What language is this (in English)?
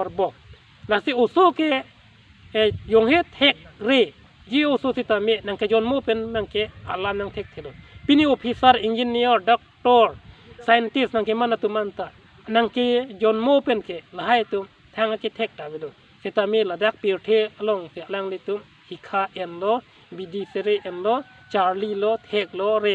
Karbi